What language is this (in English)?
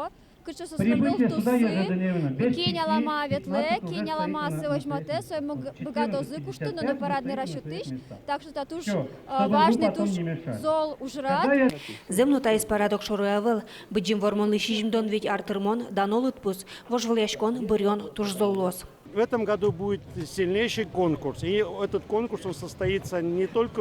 Udmurt